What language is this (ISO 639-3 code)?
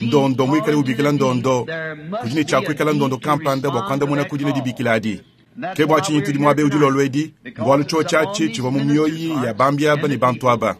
lua